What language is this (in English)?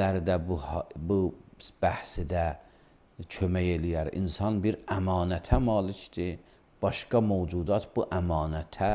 Azerbaijani